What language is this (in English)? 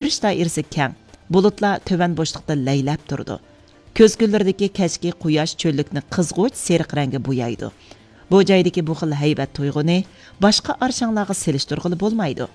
Uyghur